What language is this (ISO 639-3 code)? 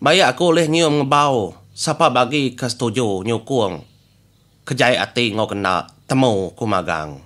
iba